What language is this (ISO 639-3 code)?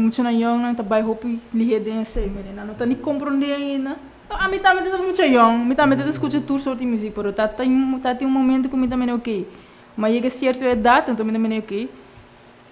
pap